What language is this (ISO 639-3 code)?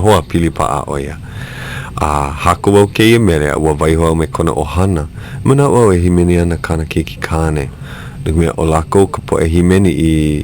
haw